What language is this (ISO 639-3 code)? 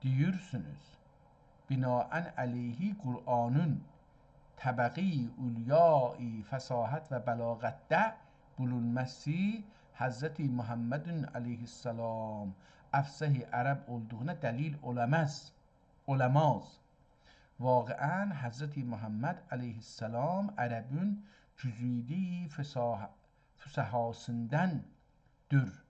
azb